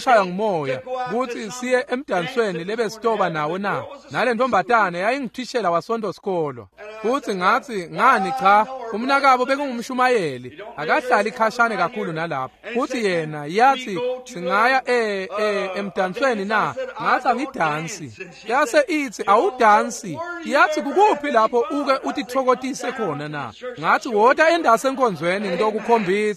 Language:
Swati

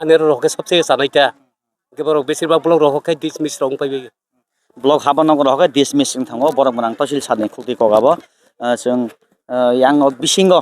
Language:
Kok Borok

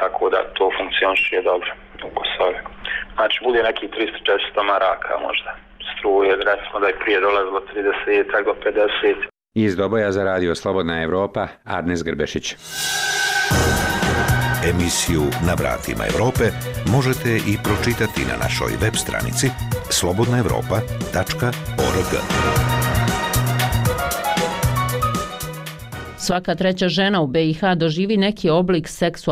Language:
Bosnian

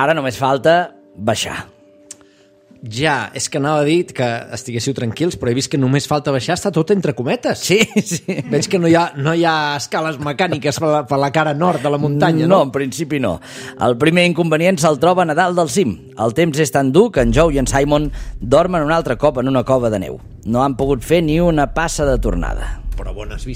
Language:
Catalan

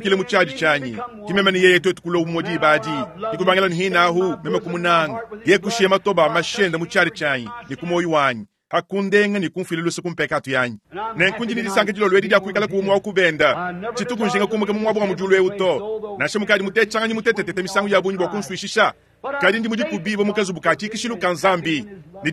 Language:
Luba-Lulua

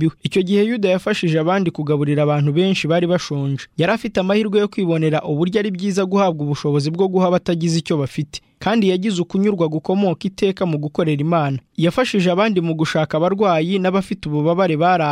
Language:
Kinyarwanda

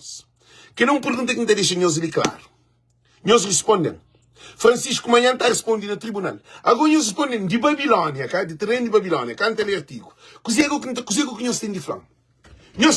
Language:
Kabuverdianu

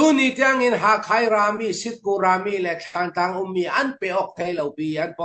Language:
Falam Chin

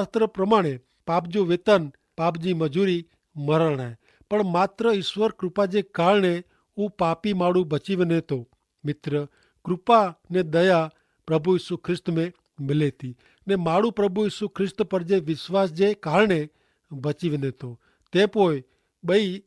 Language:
Kachhi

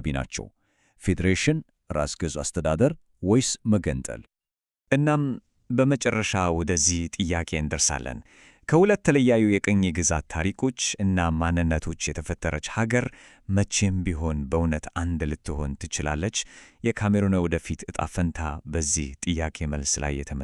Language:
Amharic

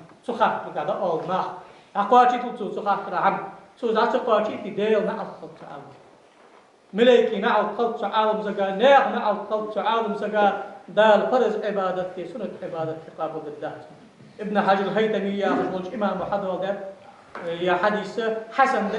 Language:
Ingush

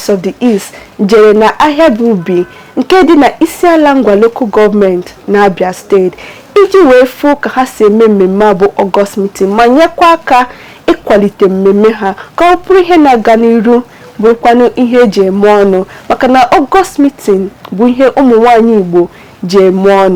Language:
Igbo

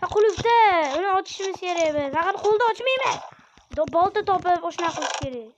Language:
Uzbek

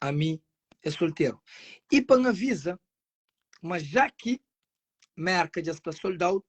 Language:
Kabuverdianu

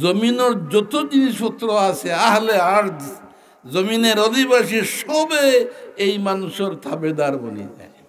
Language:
Sylheti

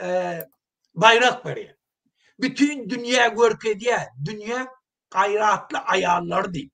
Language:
Turkmen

